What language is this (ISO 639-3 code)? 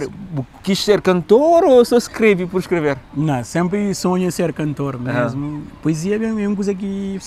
kea